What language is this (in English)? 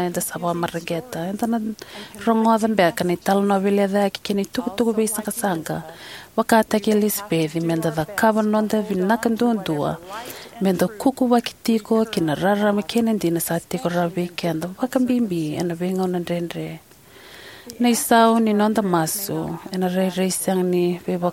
Fijian